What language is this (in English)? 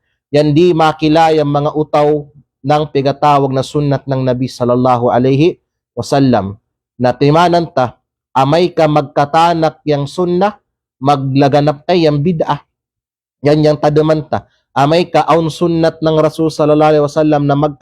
Kalagan